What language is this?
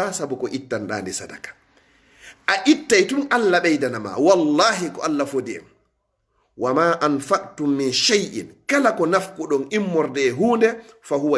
Fula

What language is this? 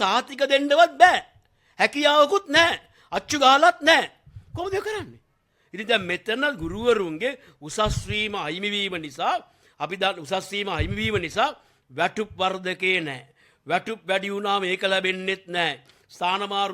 Sinhala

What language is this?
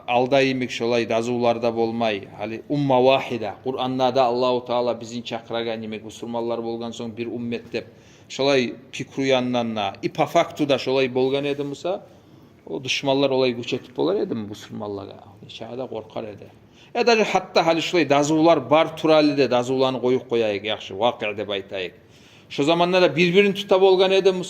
Kumyk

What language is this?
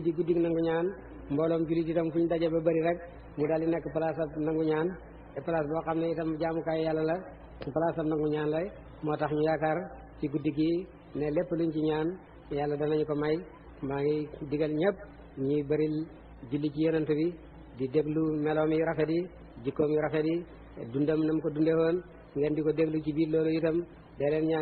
Wolof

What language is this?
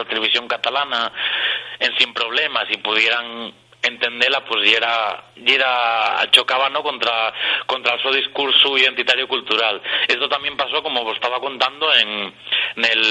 Asturian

